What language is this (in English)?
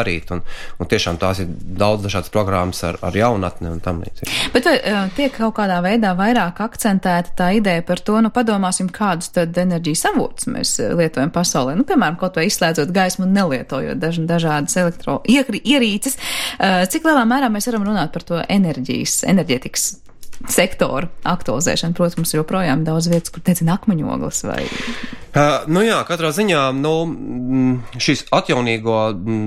Latvian